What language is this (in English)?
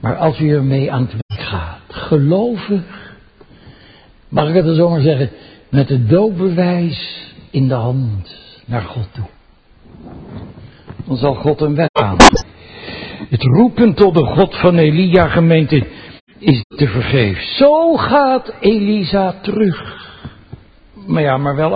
Dutch